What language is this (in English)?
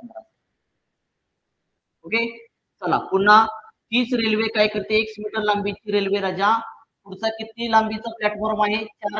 Marathi